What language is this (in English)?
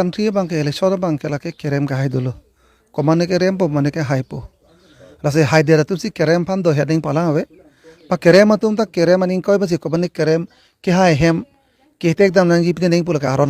Karbi